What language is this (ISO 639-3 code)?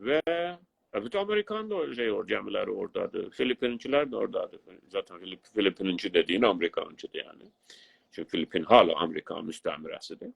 azb